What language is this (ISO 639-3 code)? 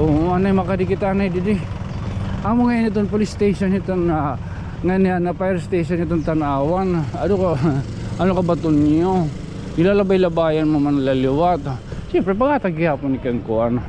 war